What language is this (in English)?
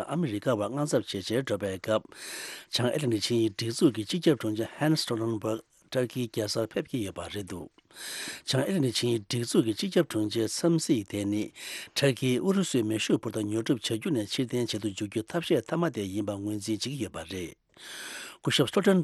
Tibetan